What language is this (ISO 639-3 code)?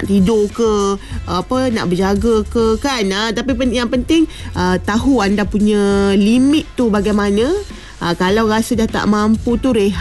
msa